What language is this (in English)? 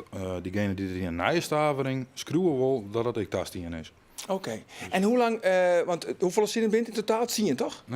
Western Frisian